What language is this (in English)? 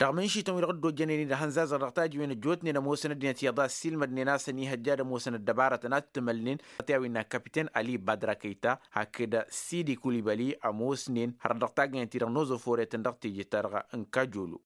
Tamasheq